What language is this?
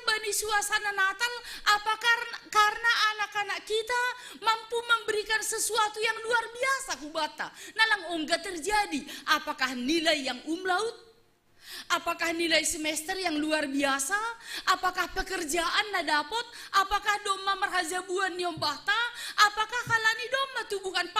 Batak Simalungun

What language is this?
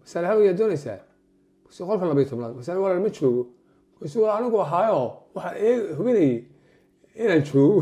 Somali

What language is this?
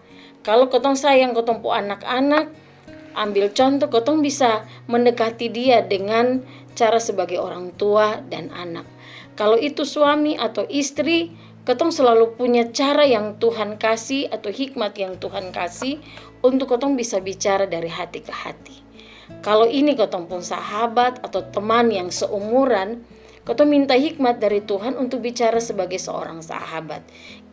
Kupang Malay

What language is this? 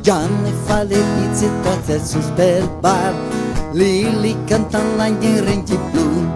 Venetian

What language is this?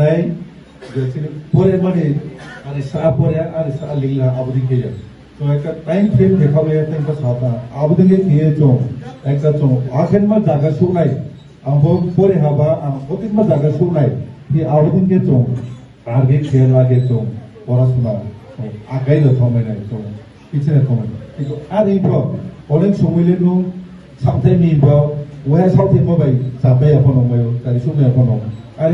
Riang (India)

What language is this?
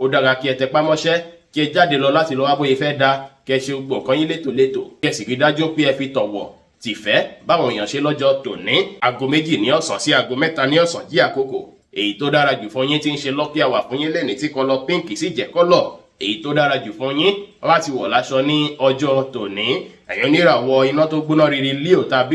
Yoruba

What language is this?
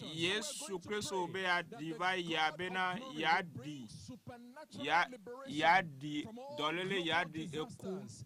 Ewe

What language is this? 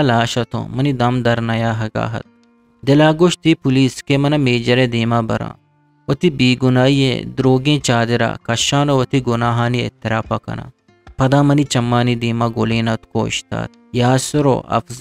Eastern Balochi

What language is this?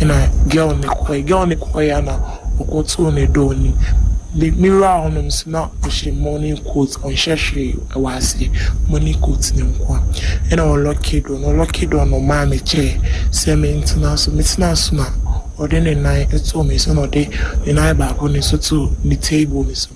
Akan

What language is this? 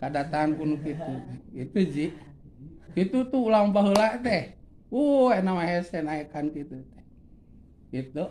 Sundanese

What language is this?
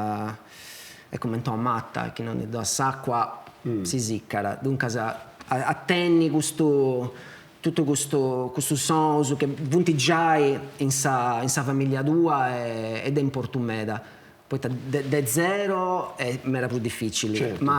Sardinian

